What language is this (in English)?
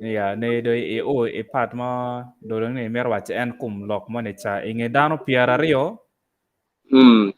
Acoli